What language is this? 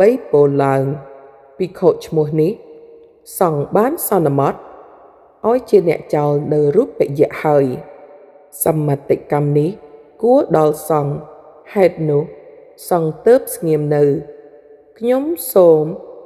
Khmer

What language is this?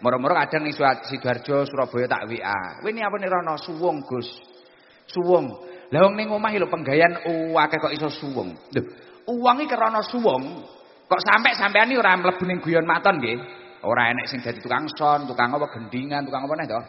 Javanese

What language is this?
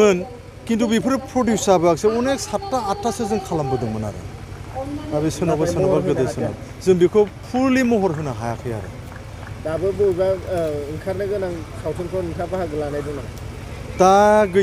Bodo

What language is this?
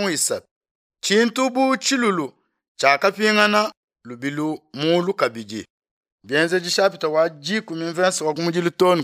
Luba-Lulua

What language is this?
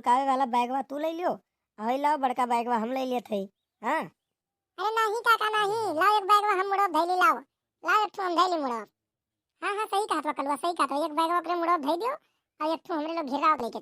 Awadhi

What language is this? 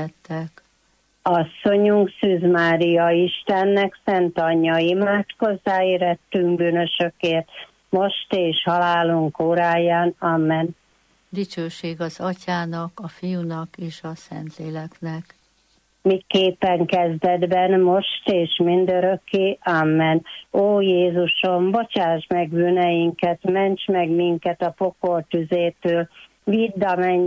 Hungarian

